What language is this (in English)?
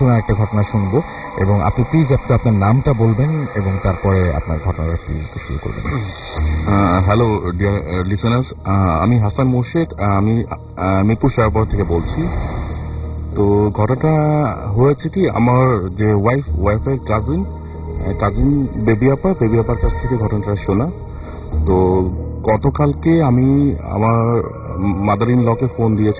Bangla